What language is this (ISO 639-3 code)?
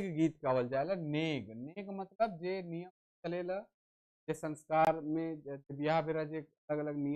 sck